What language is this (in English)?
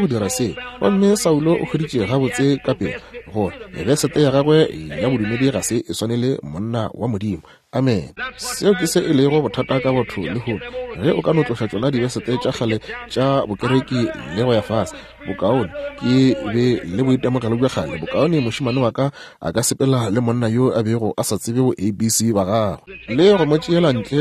Northern Sotho